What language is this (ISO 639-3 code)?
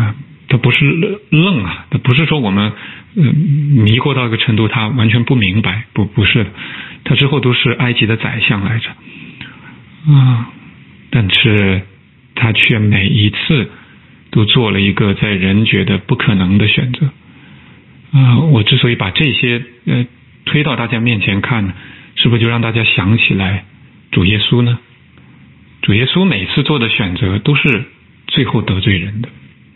zho